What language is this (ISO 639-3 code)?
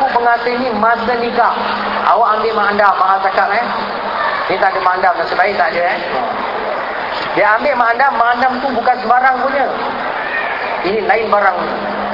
msa